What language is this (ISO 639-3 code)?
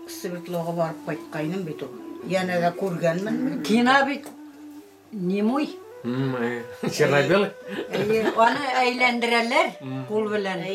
bak